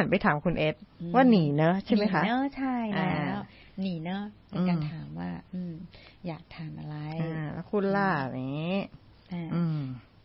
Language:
Thai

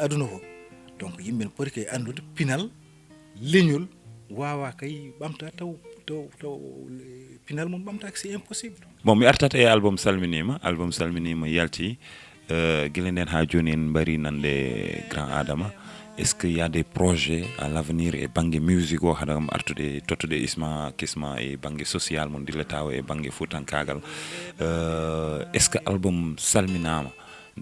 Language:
Fula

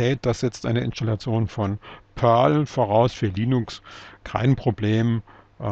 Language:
German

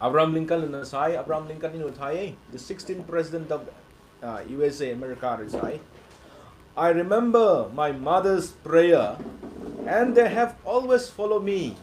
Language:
Rongmei Naga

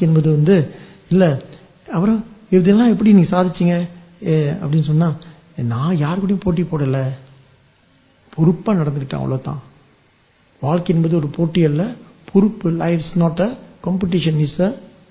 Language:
Tamil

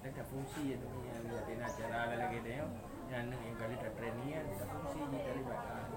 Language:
Achinese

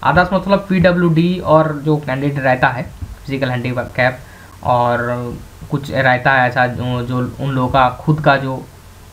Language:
Hindi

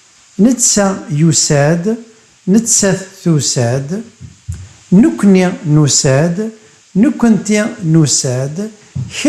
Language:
Kabyle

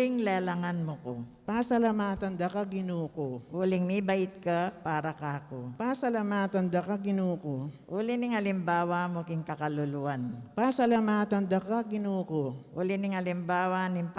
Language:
Pampanga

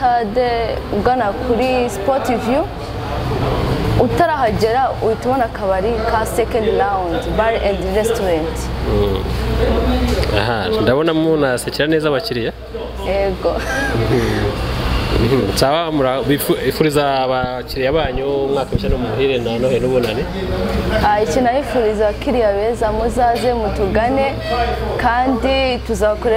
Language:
Kinyarwanda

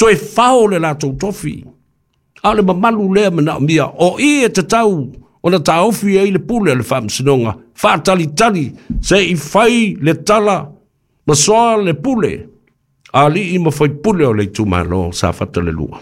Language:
Samoan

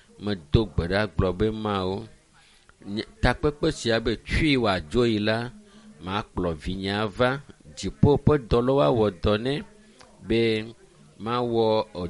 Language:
Ewe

